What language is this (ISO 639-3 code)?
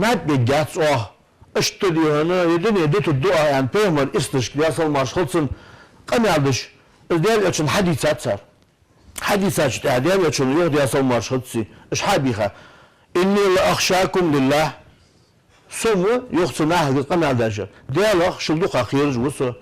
inh